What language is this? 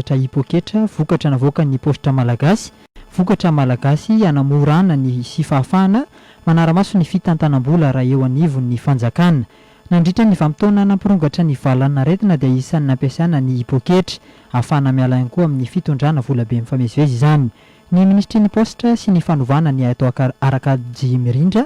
Malagasy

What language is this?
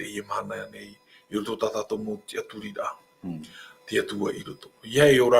Tahitian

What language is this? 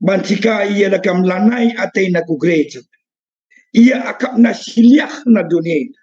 Batak Karo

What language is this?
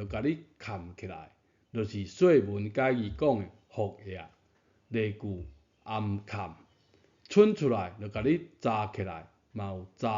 Min Nan Chinese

